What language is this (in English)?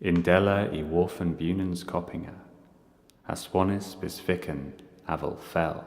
Cornish